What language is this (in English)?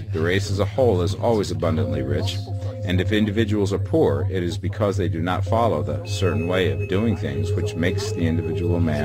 English